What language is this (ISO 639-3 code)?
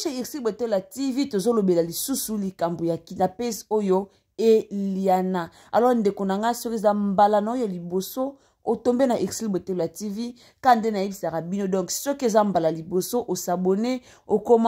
lin